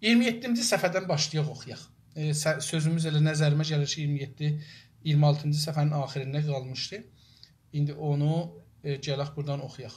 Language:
South Azerbaijani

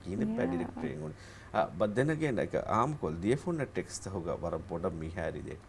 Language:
Divehi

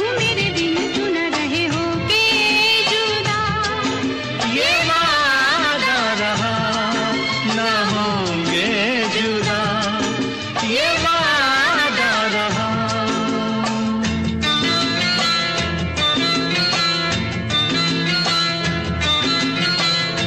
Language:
Hindi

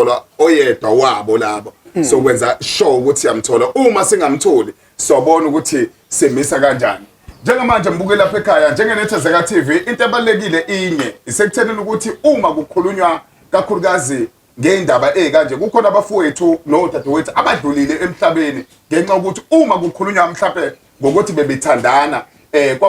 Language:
Zulu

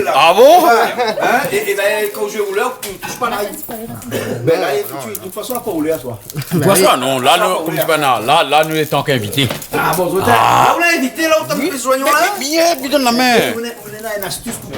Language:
Réunion Creole French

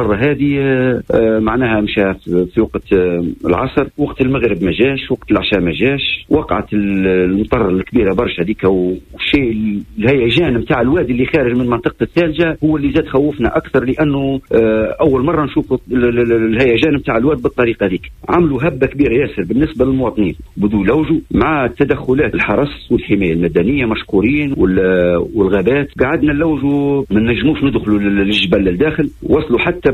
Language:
Tunisian Arabic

